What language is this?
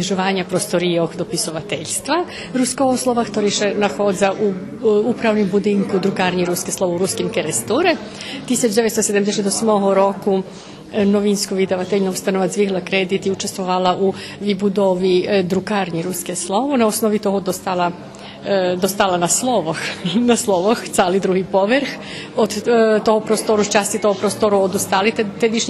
Rusyn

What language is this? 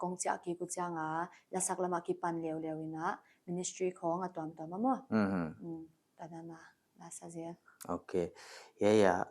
Paite Chin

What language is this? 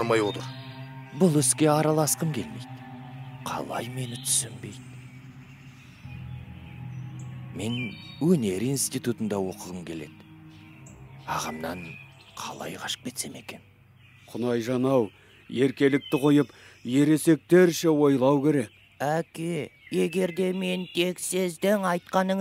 Kazakh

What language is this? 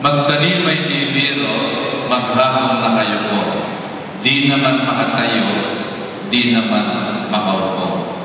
Pampanga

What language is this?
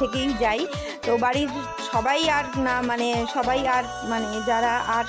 Bangla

